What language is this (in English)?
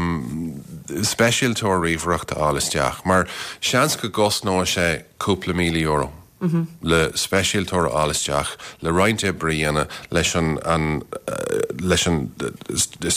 Irish